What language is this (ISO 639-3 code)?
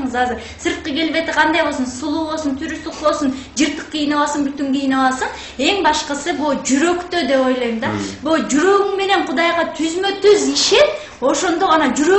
kir